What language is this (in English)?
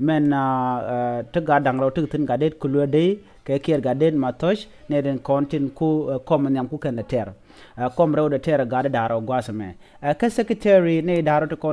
Nuer